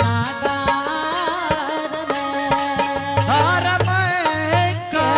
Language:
Angika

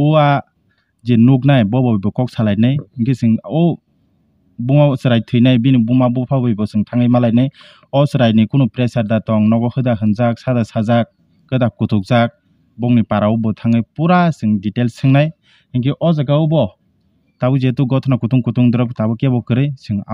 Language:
Kok Borok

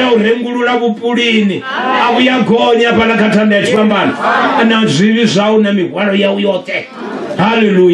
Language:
Venda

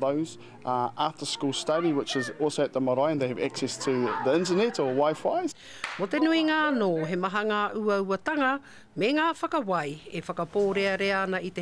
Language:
Māori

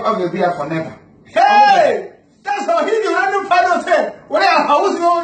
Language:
Igbo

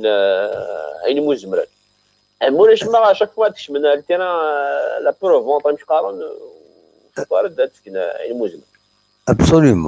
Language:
Kabyle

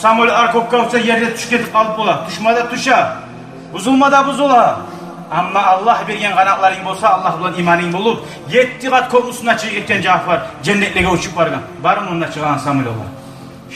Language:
Kumyk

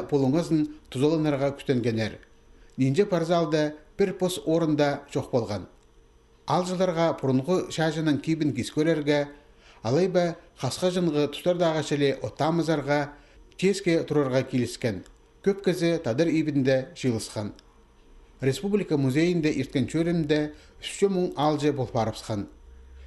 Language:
Khakas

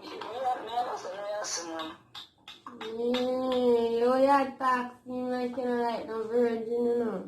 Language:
Jamaican Creole English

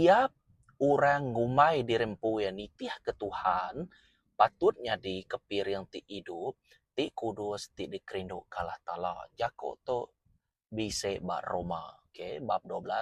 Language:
Iban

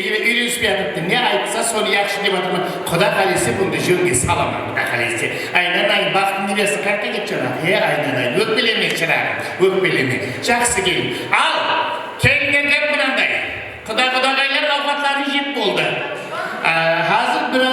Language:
Kara-Kalpak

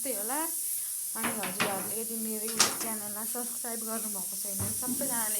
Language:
Nepali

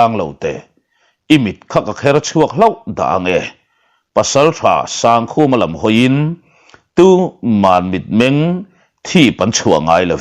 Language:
Mizo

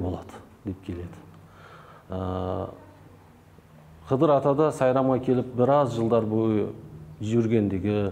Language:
Kazakh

